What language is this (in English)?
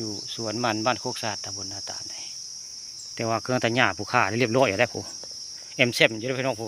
Northeastern Thai